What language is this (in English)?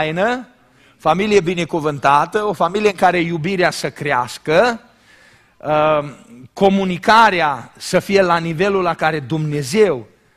Romanian